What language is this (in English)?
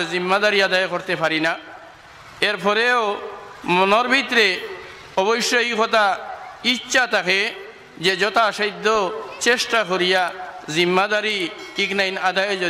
Sylheti